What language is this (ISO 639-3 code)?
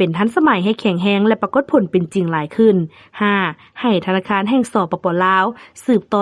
lao